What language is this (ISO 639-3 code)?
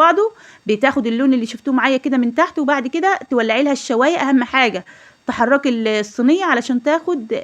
arz